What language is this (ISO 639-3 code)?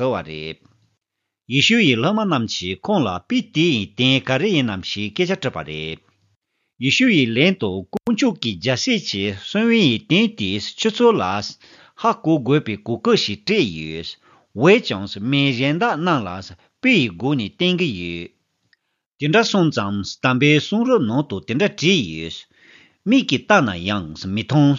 bod